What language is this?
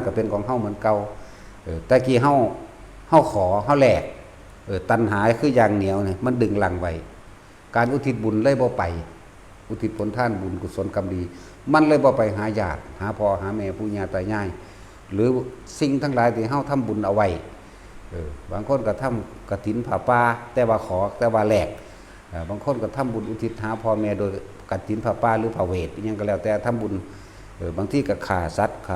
Northeastern Thai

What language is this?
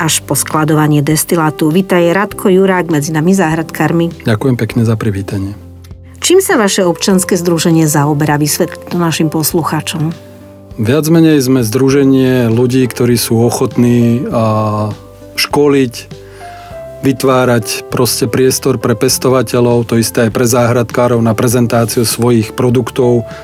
Slovak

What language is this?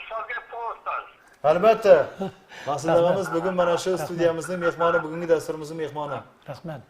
Kara-Kalpak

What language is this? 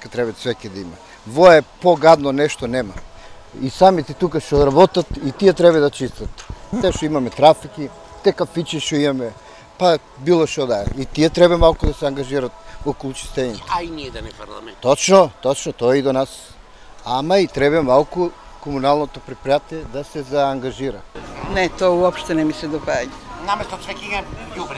Macedonian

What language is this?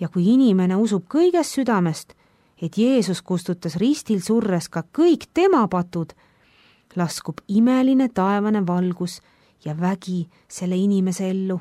Estonian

